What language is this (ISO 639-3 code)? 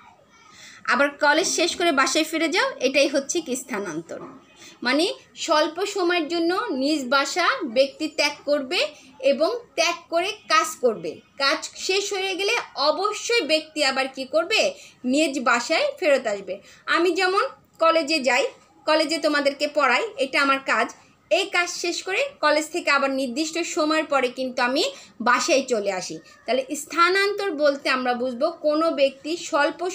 ben